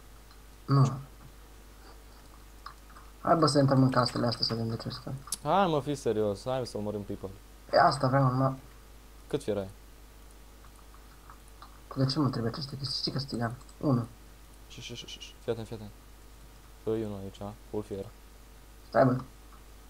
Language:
Romanian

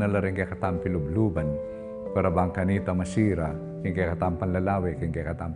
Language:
Pampanga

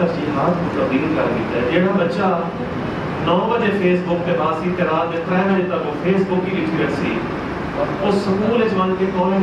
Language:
Saraiki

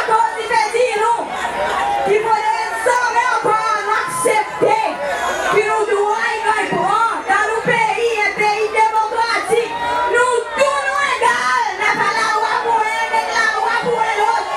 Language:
Seselwa Creole French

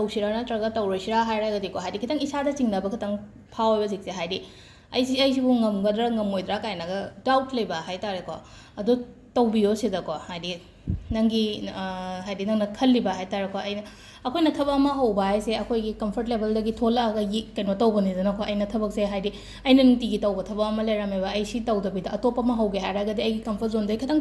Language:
Manipuri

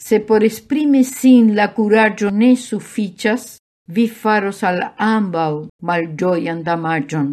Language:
Esperanto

